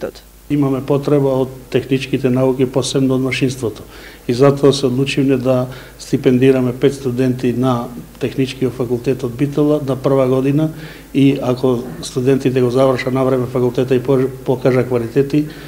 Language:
Macedonian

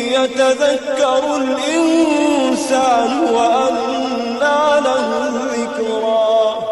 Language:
Maranao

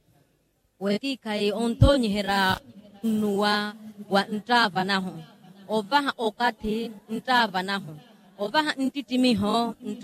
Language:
Makhuwa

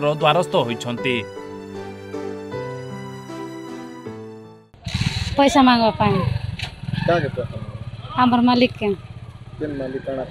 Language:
Odia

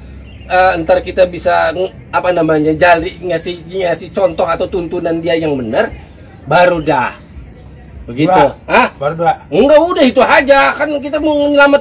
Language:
Betawi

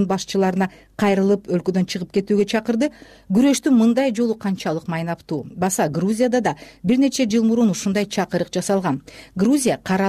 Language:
Kyrgyz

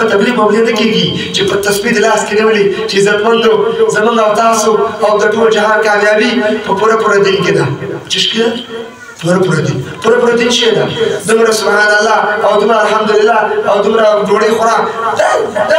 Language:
Pashto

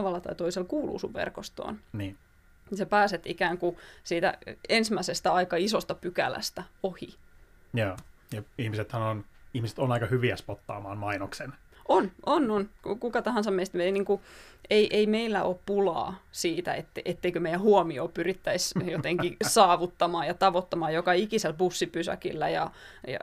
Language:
Finnish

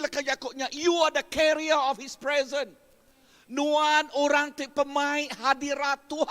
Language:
Iban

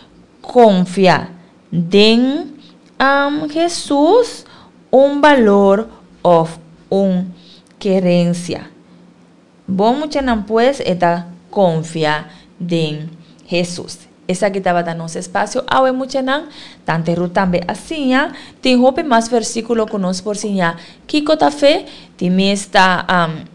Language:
Papiamento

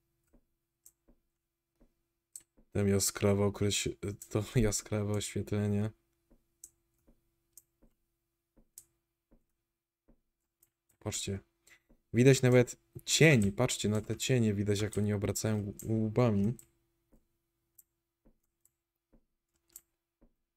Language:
Polish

